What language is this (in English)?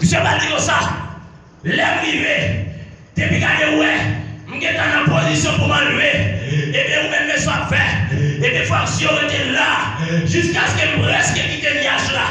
Haitian Creole